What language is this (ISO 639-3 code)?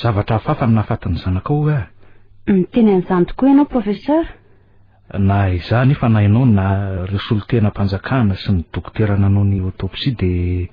mlg